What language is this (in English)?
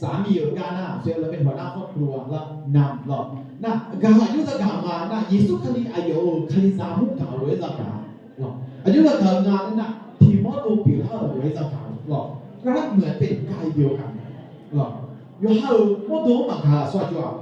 Akha